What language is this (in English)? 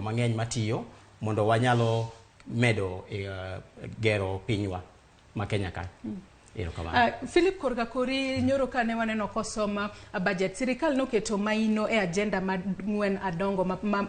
Luo (Kenya and Tanzania)